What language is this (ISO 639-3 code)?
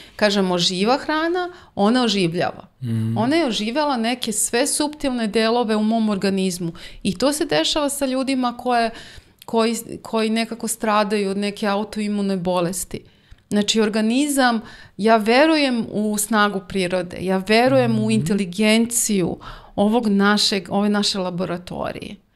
srp